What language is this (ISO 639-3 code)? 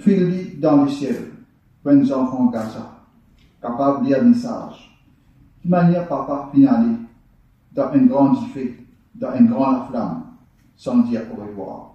mfe